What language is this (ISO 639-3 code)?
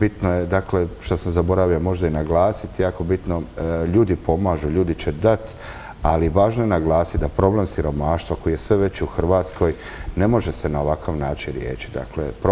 hrv